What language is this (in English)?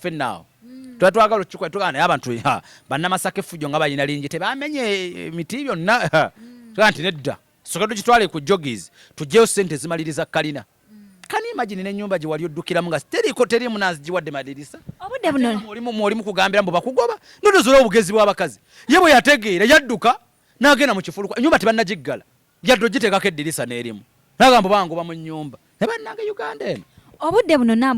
Ganda